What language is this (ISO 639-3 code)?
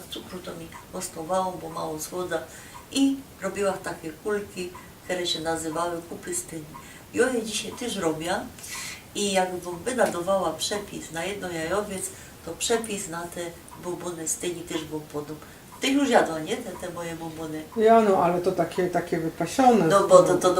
szl